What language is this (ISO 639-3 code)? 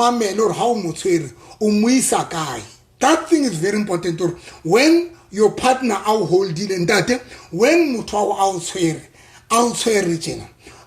sot